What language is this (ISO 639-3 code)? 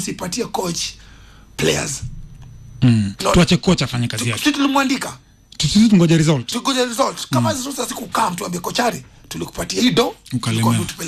swa